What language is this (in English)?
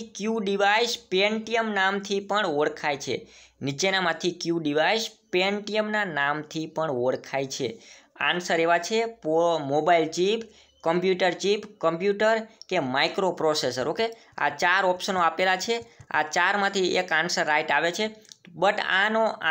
Gujarati